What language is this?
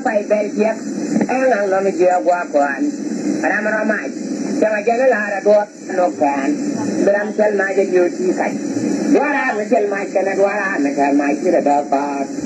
Nuer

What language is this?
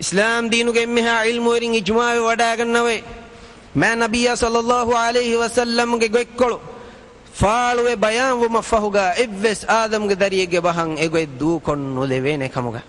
Divehi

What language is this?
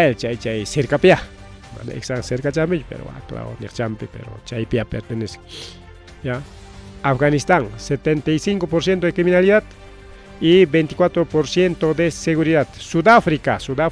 Ayacucho Quechua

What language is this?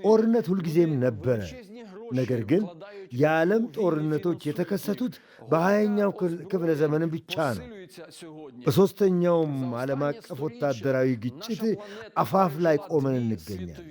Amharic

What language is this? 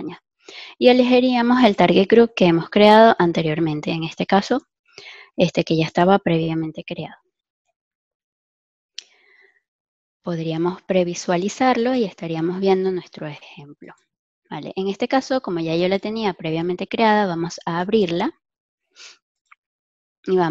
Spanish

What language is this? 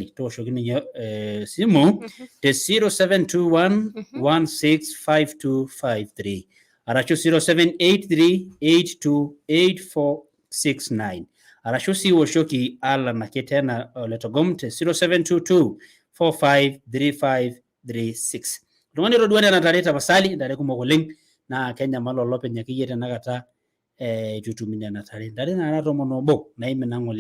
Masai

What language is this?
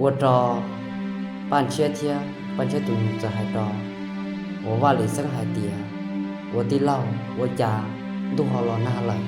Hmong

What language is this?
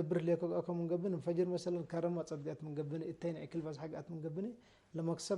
Tigre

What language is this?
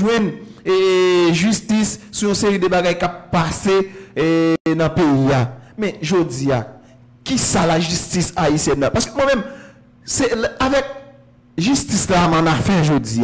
Haitian Creole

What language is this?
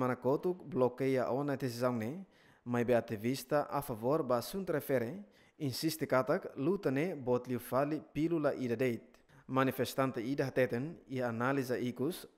Tetum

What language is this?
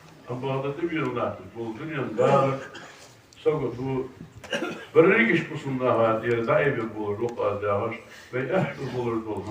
Ingush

